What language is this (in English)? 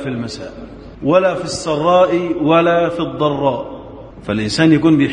Arabic